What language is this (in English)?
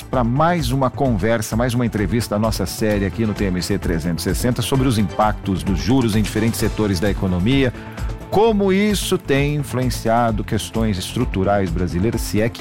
Portuguese